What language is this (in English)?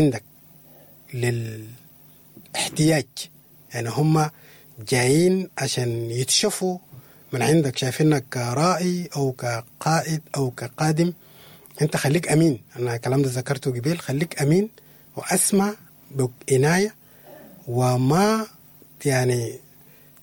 Sudanese Arabic